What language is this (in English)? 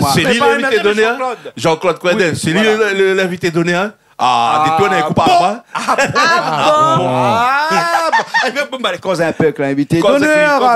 Réunion Creole French